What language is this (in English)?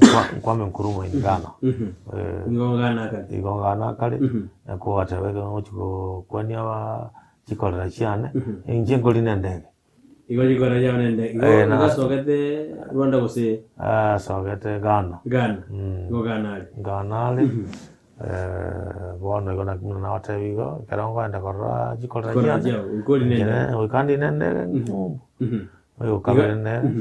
Gusii